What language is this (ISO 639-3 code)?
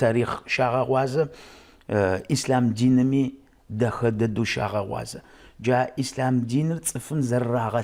ady